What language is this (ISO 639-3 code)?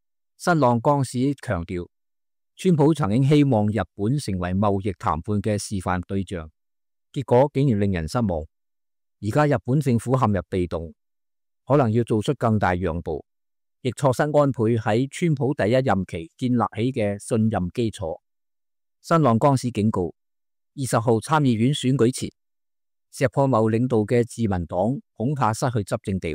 yue